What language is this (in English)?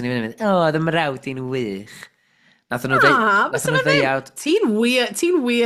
Welsh